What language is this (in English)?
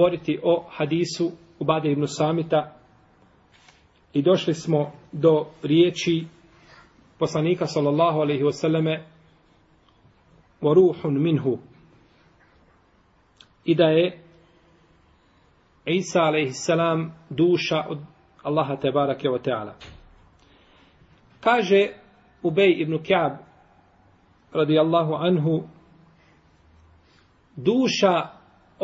Bosnian